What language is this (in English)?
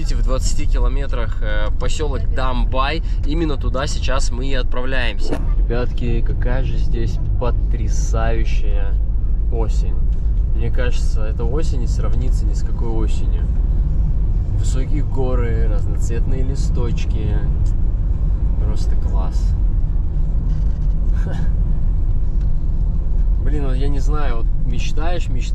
Russian